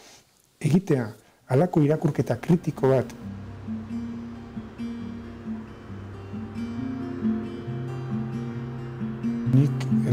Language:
Basque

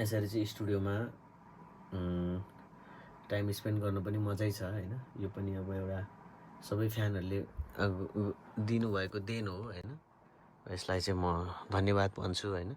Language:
Nepali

